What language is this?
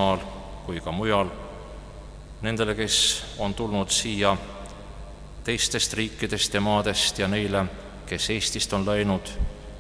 Estonian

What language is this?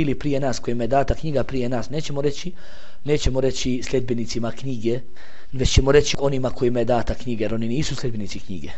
Bosnian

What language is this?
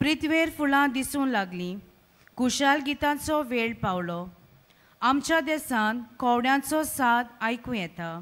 Konkani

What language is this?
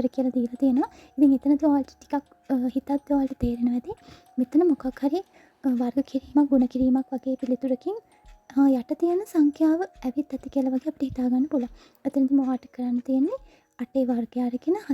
Sinhala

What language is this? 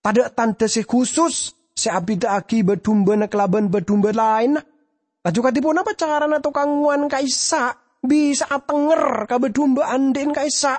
Madurese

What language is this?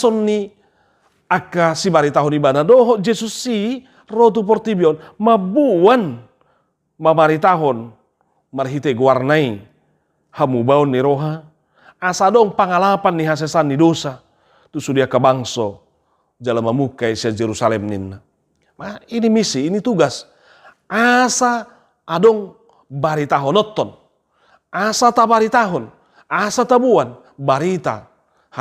Batak Toba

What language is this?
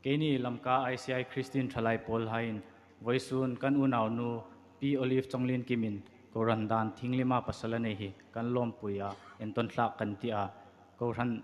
Hmar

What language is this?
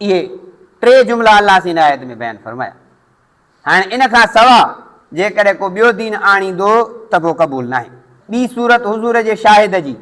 Sindhi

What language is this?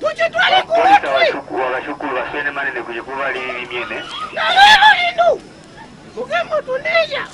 Mbunda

